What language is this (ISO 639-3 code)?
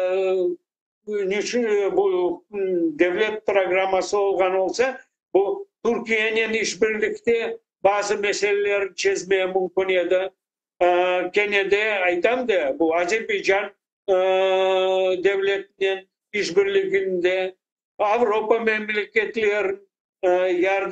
crh